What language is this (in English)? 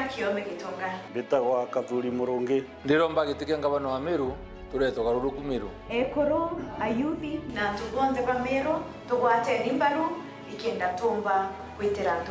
Meru